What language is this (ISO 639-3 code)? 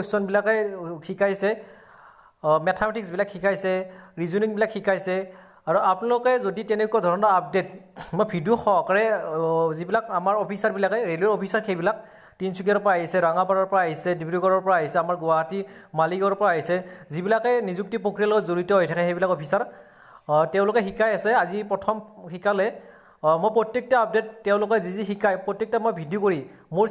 asm